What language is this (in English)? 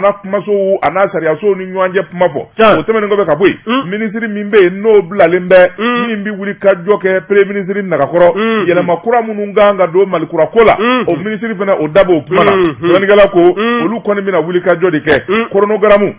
Bambara